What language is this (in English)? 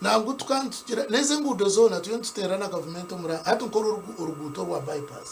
Nyankole